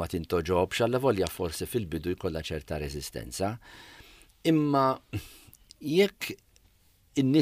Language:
Maltese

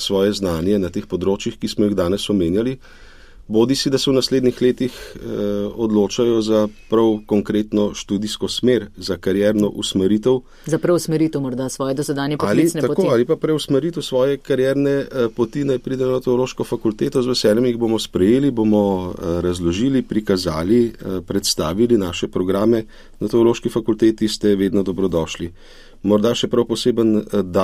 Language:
Slovenian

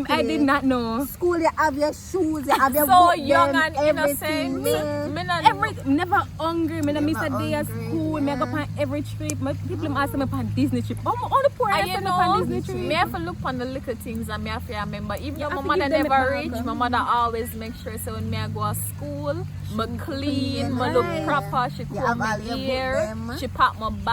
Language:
Jamaican Creole English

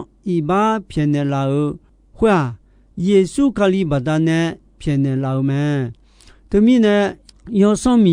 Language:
Akha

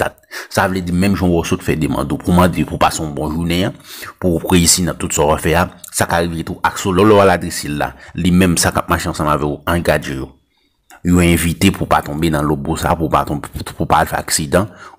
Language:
Haitian Creole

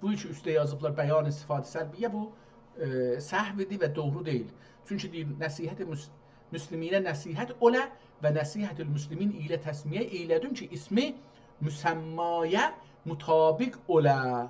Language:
South Azerbaijani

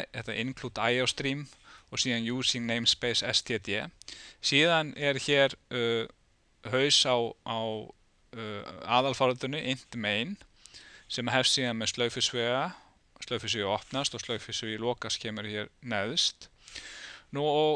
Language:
Icelandic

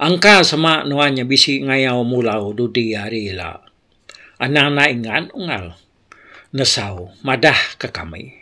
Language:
Iban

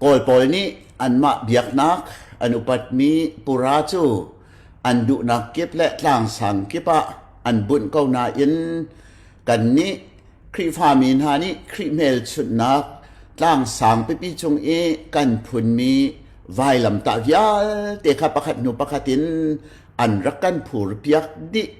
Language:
Hakha Chin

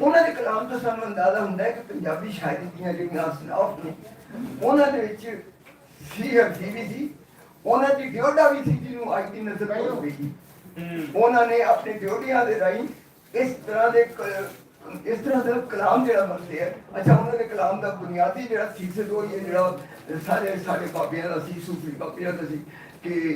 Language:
Western Panjabi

